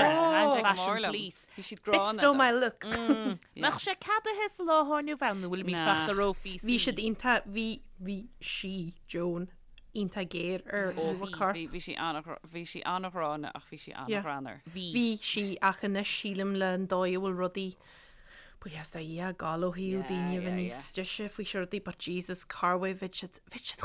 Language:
Irish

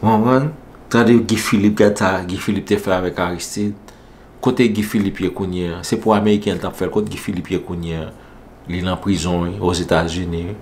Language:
Haitian Creole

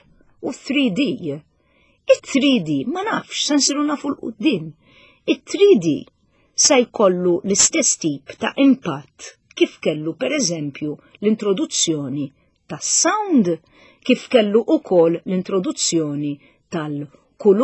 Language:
Maltese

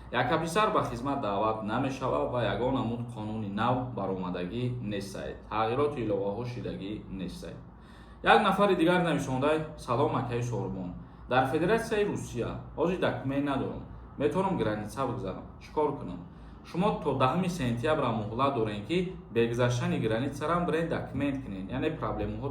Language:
Tajik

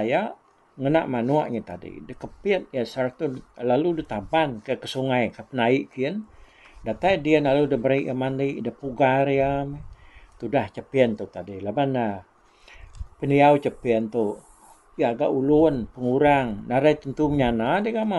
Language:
Iban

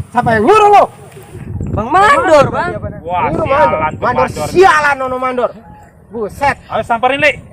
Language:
Betawi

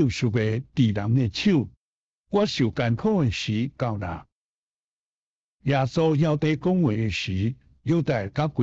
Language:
Min Nan Chinese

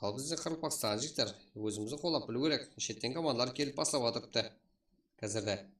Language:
Kara-Kalpak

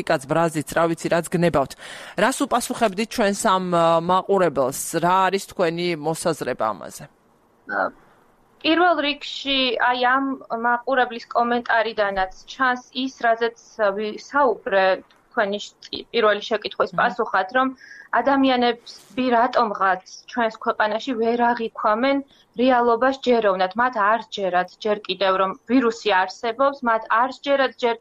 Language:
Georgian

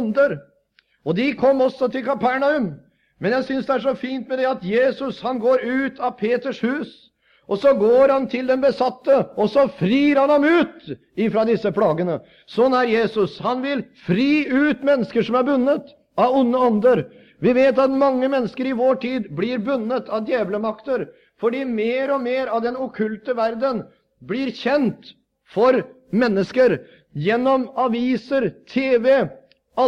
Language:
Norwegian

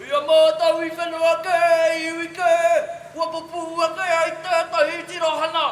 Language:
Māori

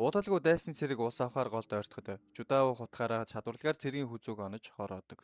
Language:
Mongolian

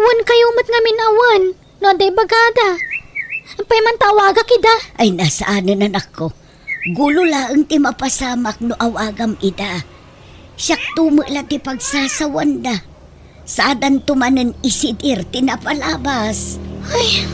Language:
Iloko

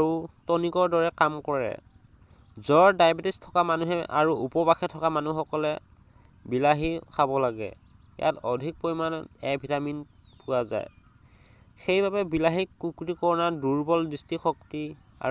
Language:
Assamese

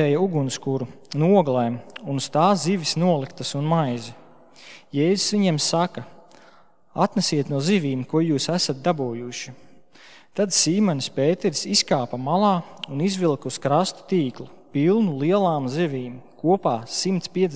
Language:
Latvian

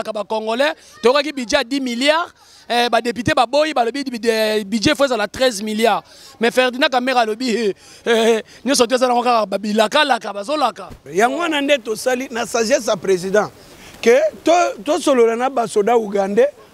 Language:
Lingala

